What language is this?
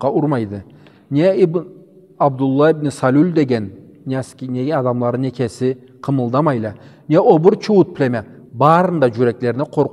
Karachay-Balkar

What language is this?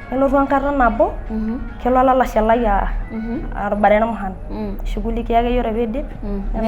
Masai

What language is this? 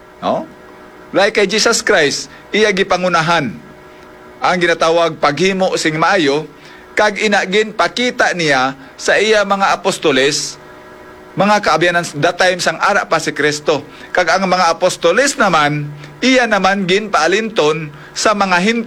Hiligaynon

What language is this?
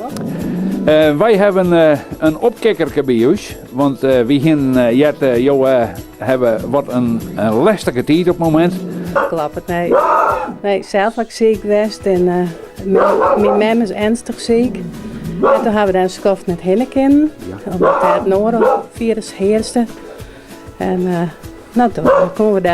Western Frisian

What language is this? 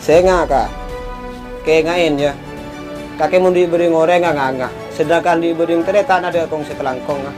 Madurese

